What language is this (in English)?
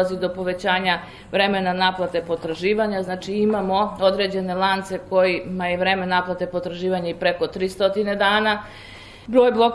Serbian